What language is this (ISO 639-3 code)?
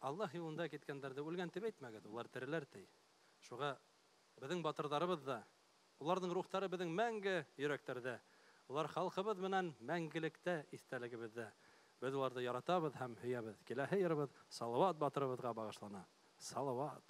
bak